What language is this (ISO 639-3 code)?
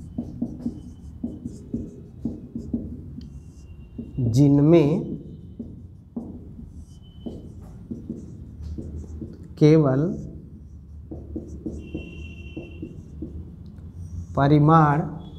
hin